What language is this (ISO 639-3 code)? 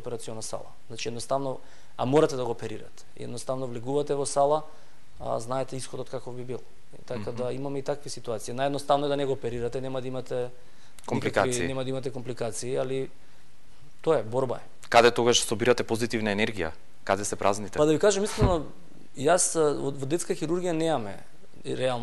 mkd